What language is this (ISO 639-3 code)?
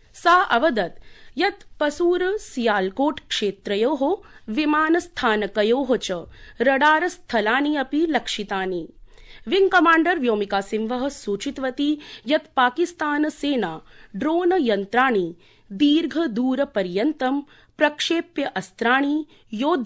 san